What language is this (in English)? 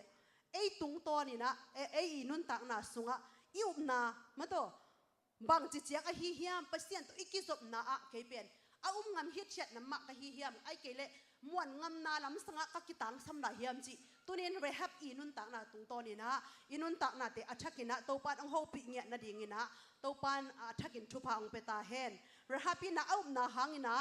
Tedim Chin